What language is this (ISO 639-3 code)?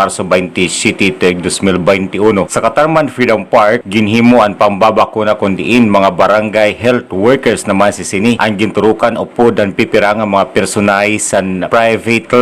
war